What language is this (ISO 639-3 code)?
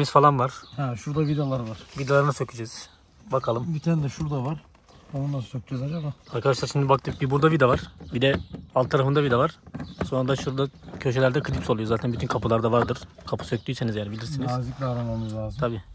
tur